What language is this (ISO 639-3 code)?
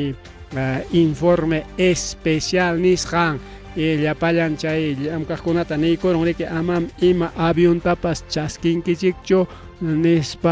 quy